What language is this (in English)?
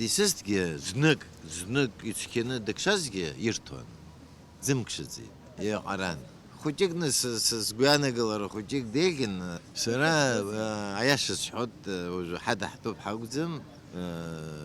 Abkhazian